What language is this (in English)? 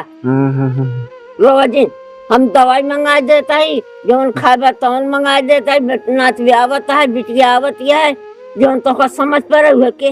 Awadhi